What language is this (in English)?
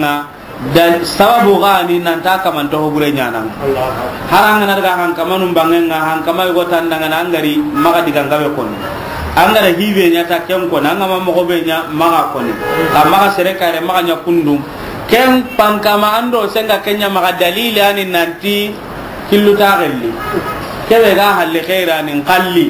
Soninke